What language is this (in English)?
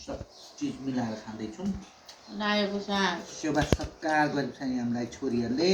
Nepali